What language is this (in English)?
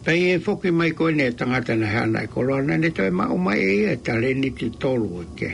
Tongan